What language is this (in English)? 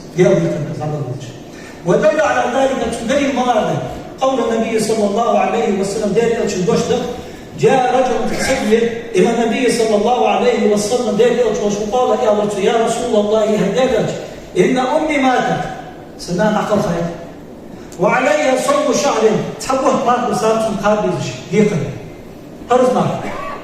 Ingush